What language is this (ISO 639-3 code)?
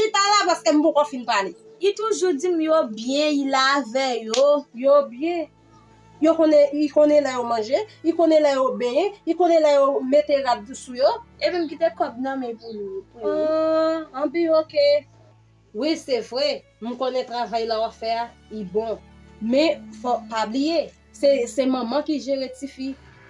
hat